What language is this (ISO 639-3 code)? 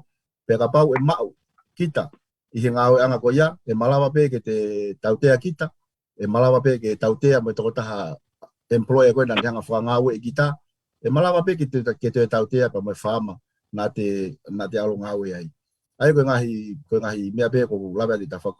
ton